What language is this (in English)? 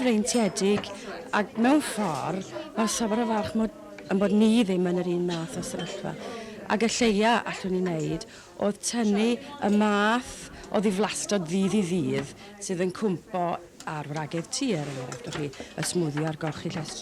Welsh